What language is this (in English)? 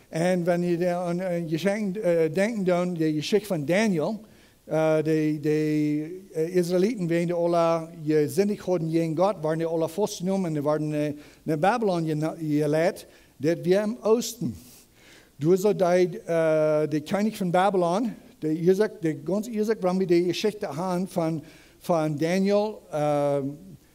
Plautdietsch